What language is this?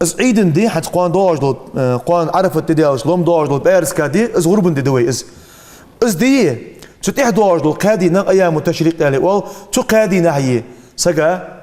Ingush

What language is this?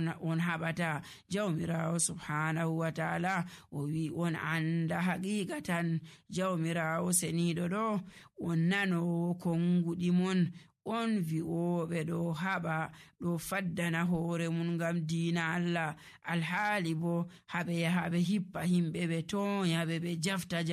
Nigerian Fulfulde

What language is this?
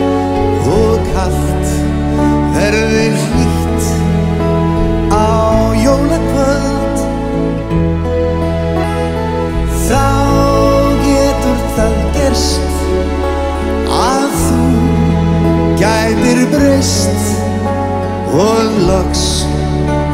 Icelandic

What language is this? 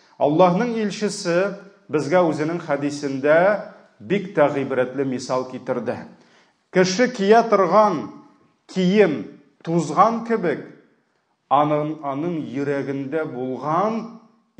Tatar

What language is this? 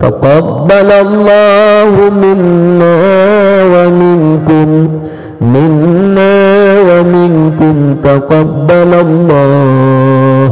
Achinese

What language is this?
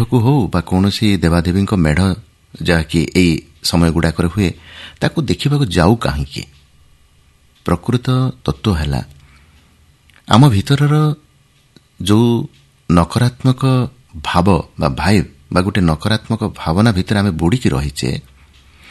Odia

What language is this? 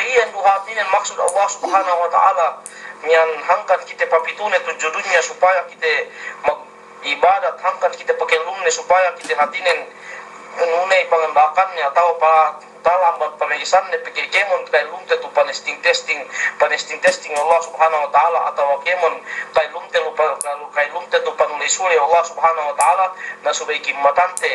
Yakan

